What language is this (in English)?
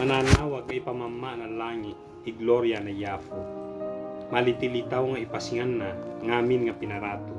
Ibanag